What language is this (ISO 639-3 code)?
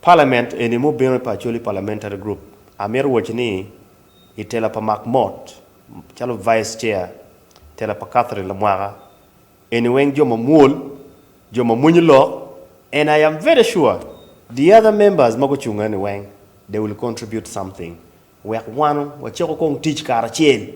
ach